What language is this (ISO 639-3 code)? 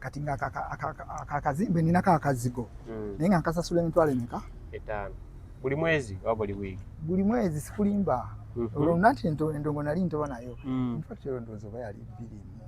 lug